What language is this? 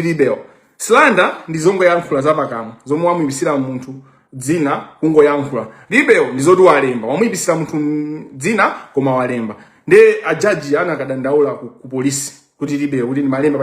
Nyanja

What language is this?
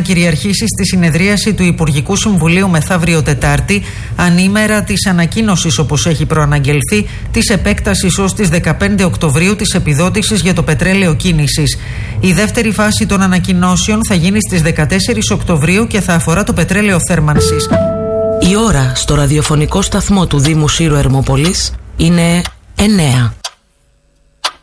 Greek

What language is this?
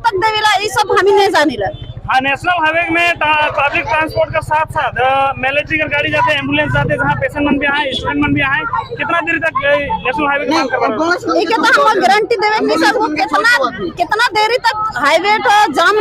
Sadri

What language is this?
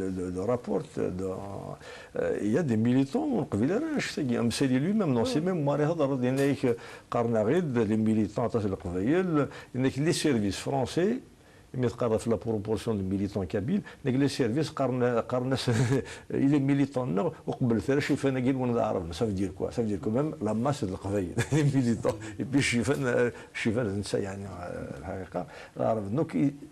Kabyle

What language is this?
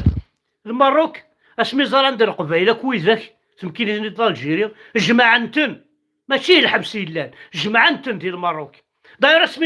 Kabyle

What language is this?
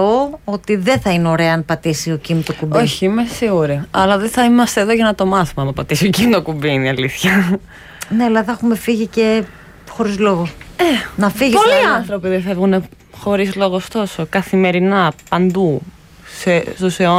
Greek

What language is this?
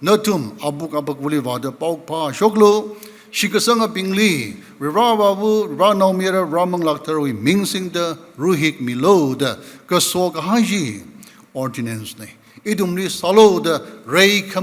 Tangkhul Naga (India)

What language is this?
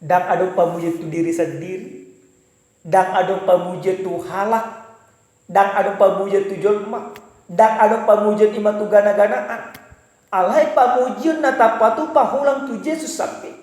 Batak Toba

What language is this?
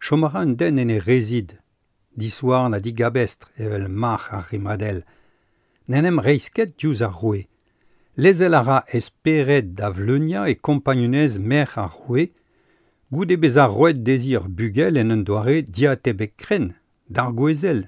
Breton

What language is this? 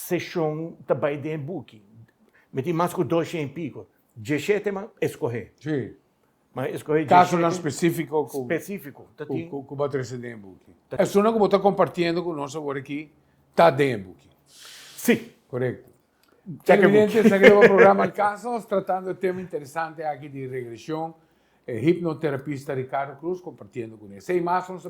Papiamento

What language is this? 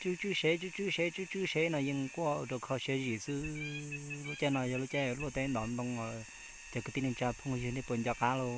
Hmong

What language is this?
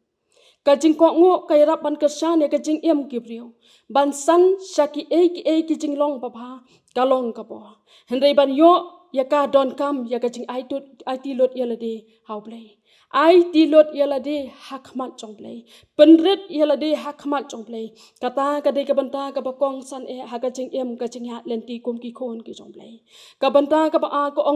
Khasi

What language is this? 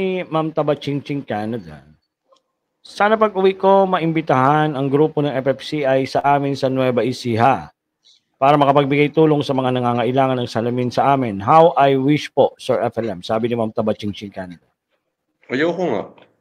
Filipino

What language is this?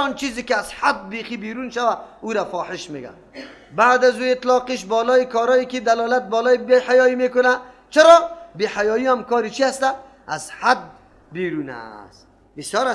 Persian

